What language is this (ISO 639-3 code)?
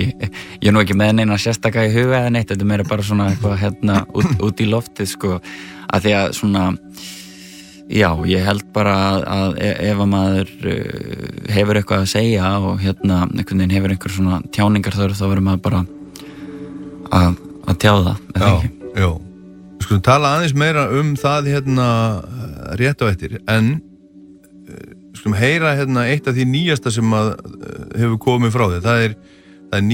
isl